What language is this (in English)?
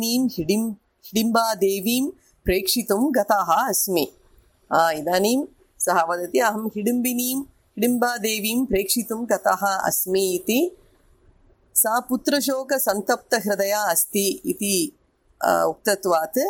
Sanskrit